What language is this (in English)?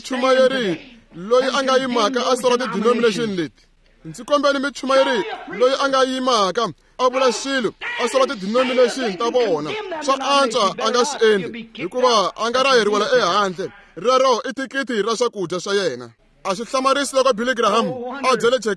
Tsonga